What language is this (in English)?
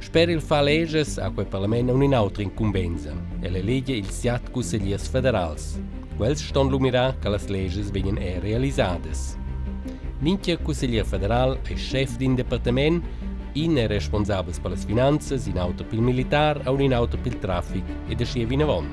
Romansh